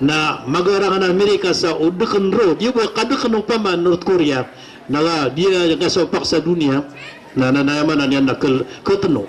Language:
Maranao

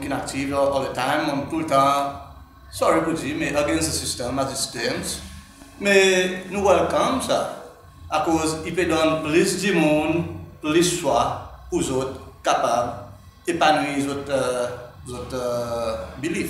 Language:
Seselwa Creole French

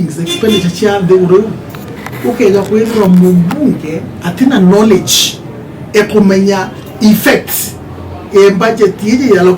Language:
Meru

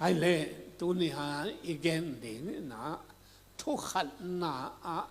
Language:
Tedim Chin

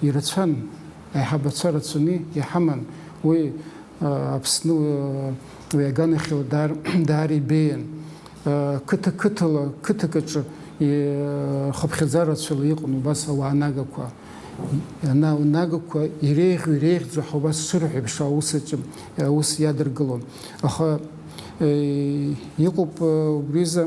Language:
Abkhazian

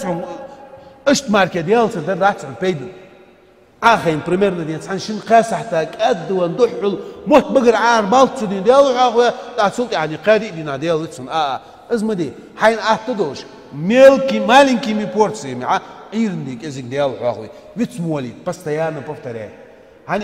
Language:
Ingush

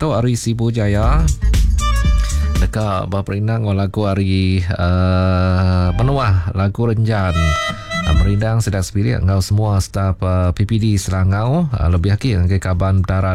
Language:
Iban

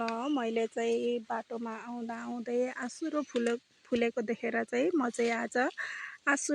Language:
Nepali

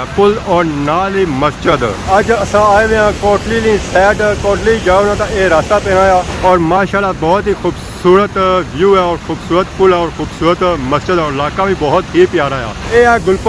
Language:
Pahari-Potwari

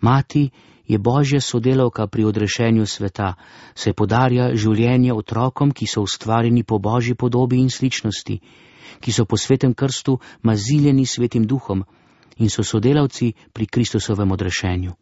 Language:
Slovenian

